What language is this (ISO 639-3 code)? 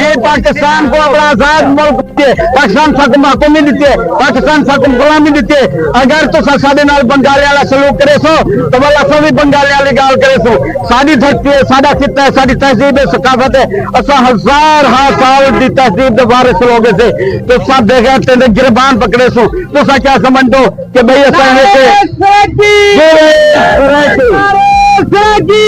skr